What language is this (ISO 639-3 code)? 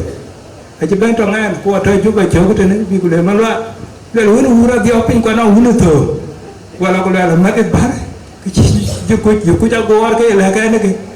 din